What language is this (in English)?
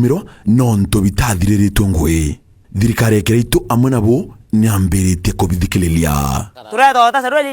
Meru